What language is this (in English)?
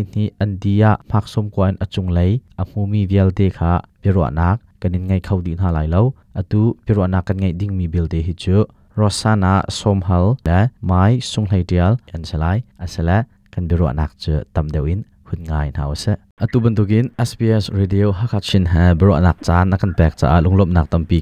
Hakha Chin